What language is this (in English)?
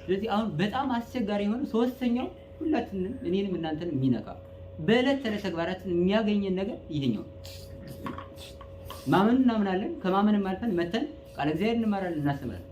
Amharic